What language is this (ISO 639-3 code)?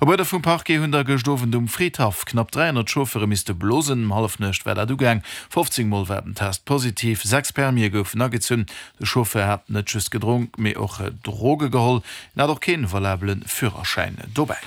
ltz